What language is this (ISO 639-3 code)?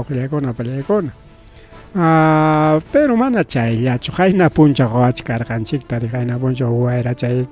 quy